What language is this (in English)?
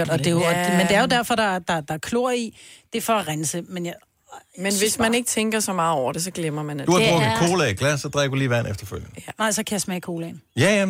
Danish